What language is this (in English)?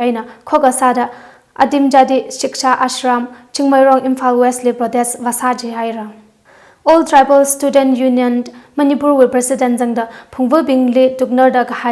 Tangkhul Naga (India)